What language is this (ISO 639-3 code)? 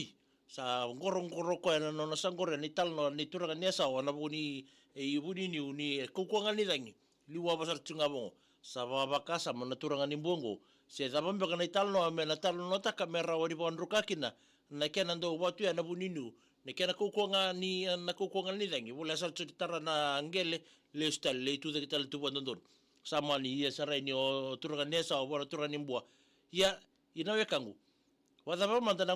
fij